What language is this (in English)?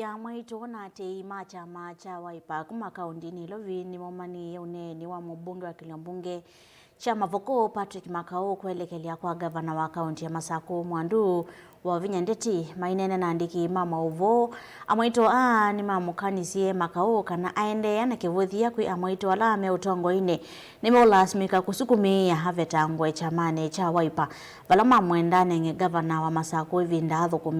Kamba